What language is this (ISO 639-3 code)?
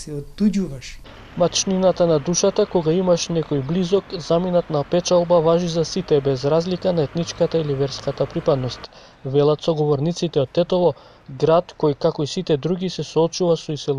mkd